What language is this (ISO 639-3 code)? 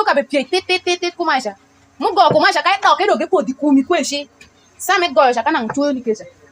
alz